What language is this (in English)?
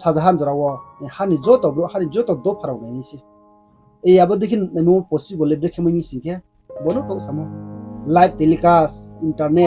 Riang (India)